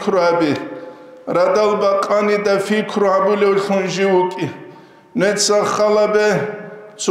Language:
Avaric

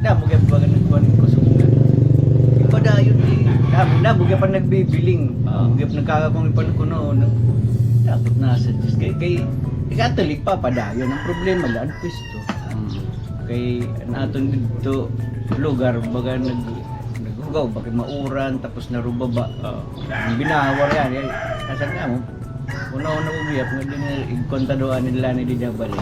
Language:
Waray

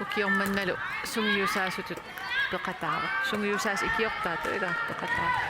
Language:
Kalaallisut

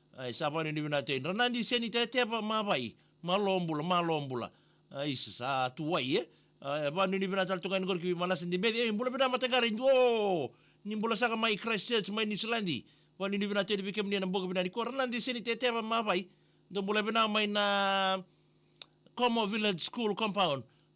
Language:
Fijian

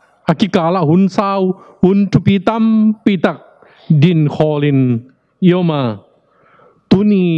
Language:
Tedim Chin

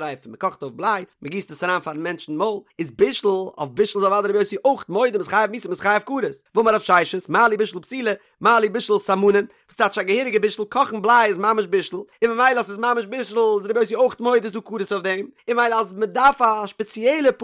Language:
Yiddish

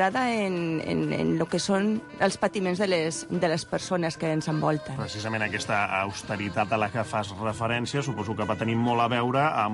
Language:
Catalan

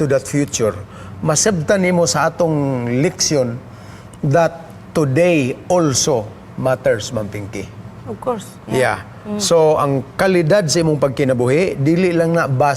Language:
Cebuano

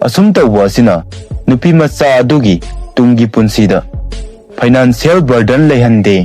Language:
Manipuri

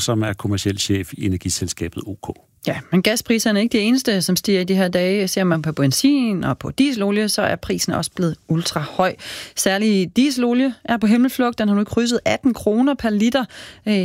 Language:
Danish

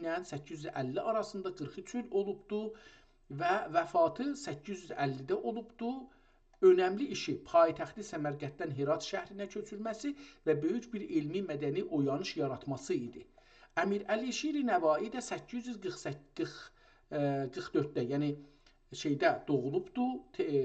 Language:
South Azerbaijani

